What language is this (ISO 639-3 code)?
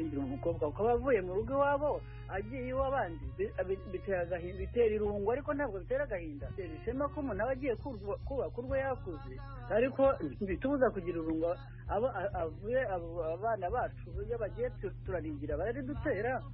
kin